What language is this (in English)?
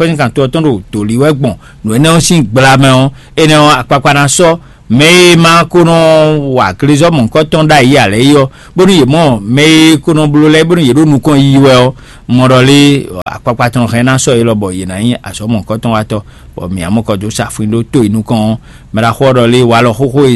Fon